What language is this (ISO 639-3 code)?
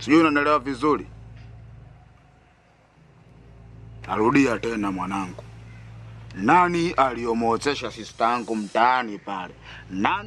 swa